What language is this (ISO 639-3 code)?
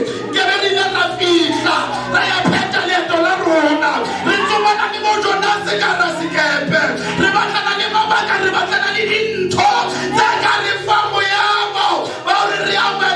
sot